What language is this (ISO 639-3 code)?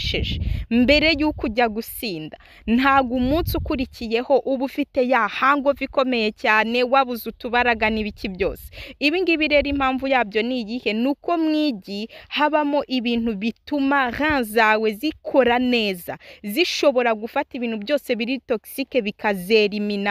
kin